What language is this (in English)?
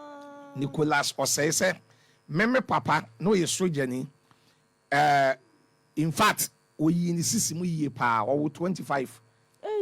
Akan